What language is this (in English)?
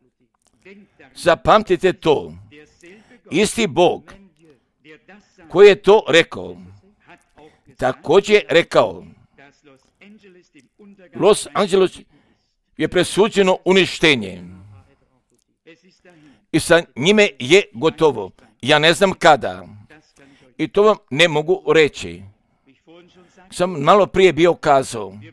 Croatian